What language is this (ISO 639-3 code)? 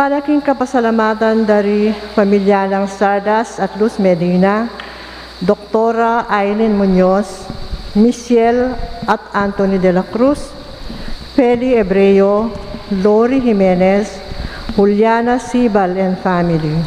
pam